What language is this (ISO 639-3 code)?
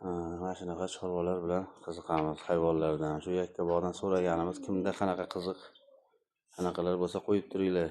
uzb